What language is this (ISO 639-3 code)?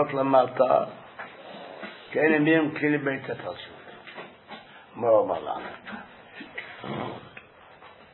heb